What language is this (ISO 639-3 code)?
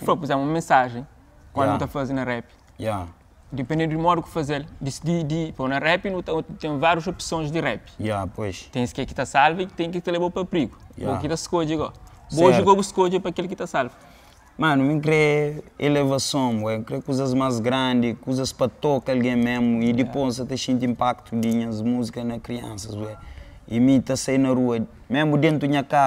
kea